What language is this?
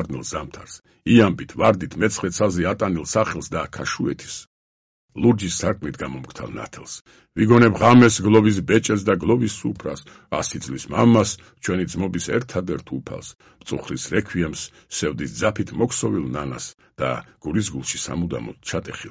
Georgian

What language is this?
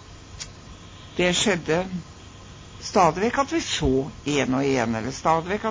Norwegian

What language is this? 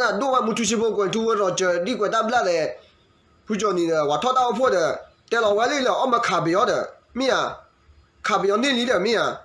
S'gaw Karen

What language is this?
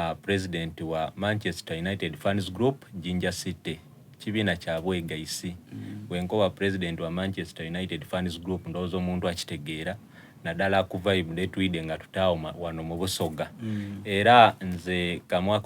Soga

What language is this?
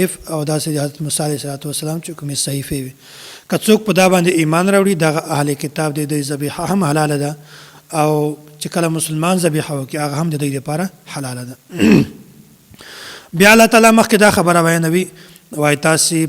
Pashto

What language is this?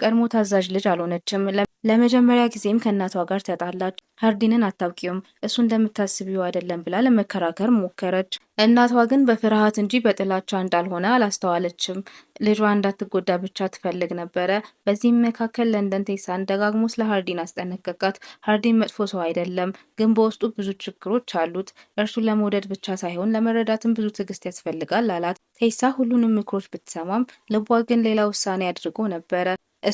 Amharic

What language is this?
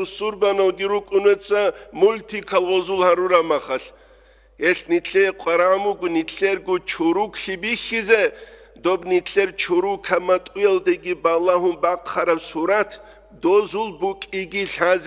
Avaric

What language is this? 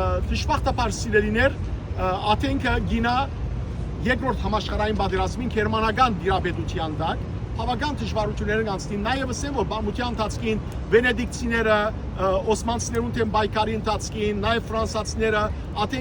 Western Armenian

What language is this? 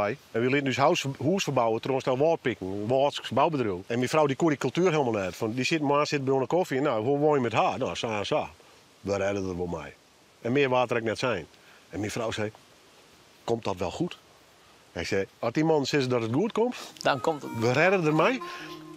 Western Frisian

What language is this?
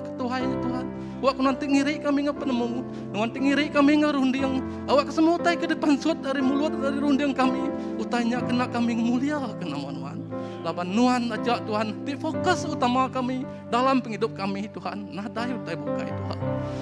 Iban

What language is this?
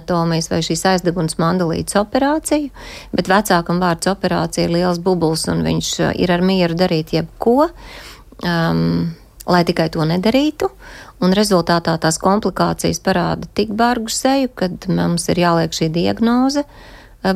Latvian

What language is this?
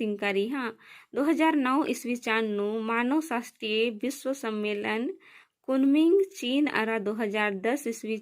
Kurukh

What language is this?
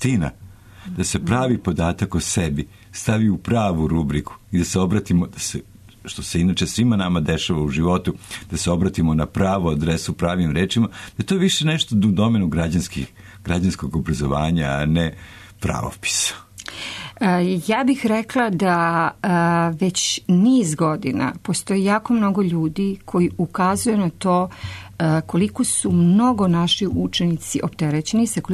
Serbian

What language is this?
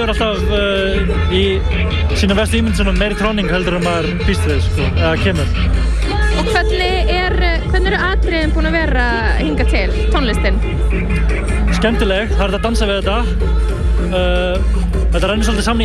Icelandic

